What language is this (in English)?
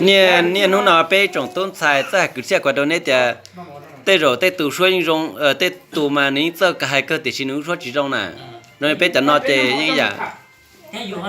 Hmong